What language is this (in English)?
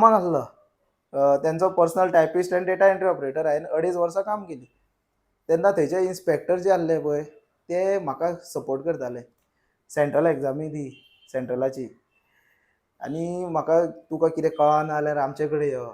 Konkani